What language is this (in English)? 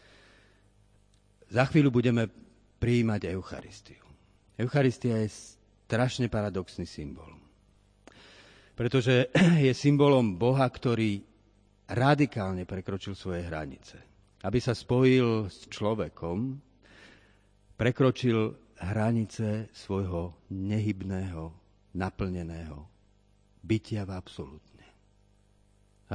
Slovak